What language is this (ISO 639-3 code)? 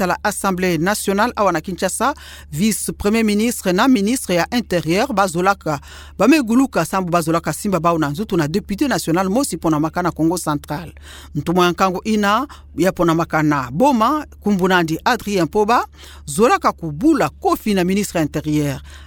ktu